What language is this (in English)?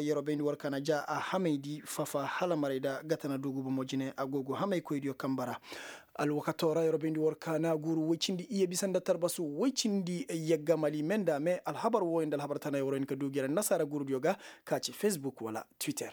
Koyraboro Senni